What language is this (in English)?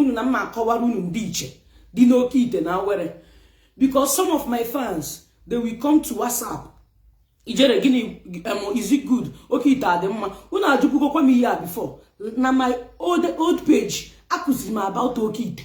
Igbo